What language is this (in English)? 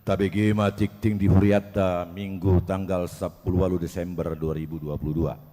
Batak Toba